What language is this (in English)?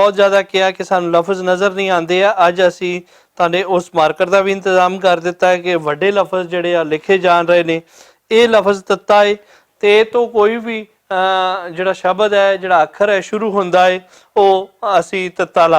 Western Panjabi